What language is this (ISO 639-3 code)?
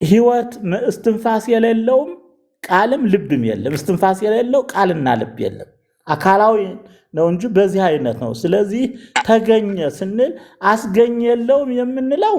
amh